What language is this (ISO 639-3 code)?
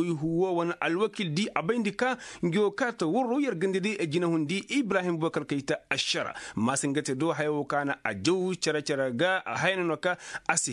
ses